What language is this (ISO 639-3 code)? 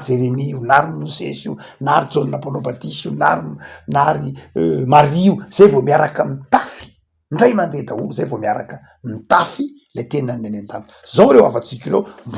mlg